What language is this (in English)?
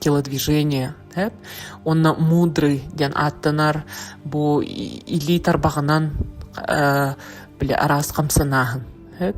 Yakut